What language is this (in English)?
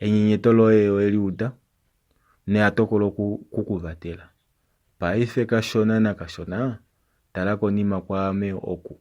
Kuanyama